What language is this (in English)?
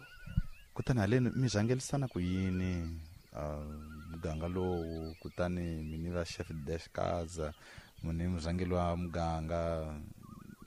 Tsonga